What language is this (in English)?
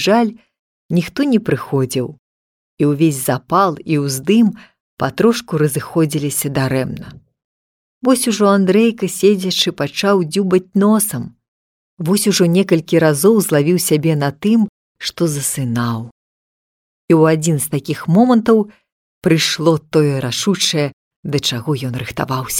Belarusian